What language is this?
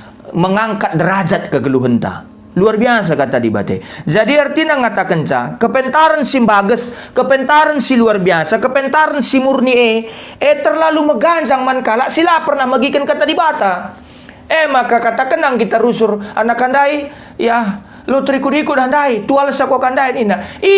Batak Karo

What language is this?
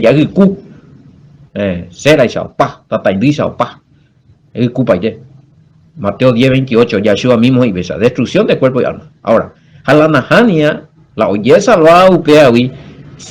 Guarani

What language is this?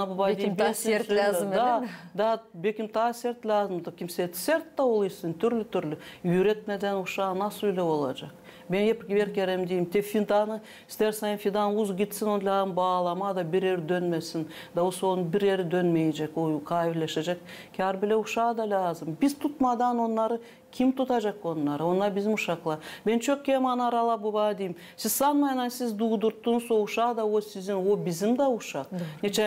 Gagauz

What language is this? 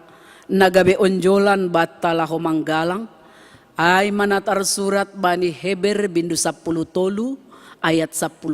Batak Simalungun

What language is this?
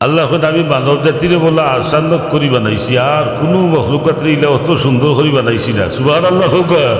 Sylheti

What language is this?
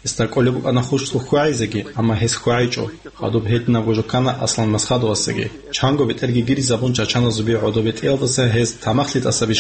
Avaric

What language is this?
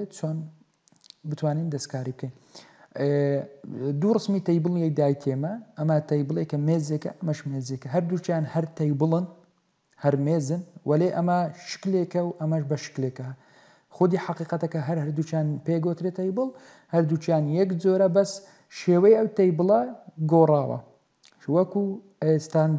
Central Kurdish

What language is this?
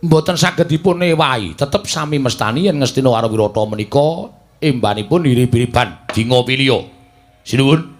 Javanese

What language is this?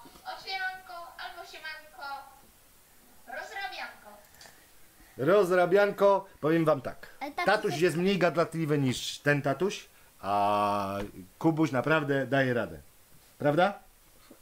Polish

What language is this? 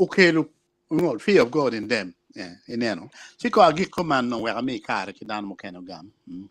Acoli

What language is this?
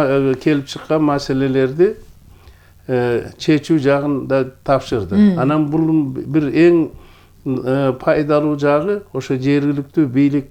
Kyrgyz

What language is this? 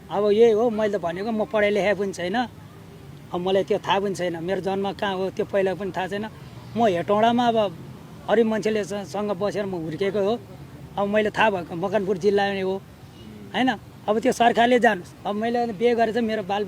Nepali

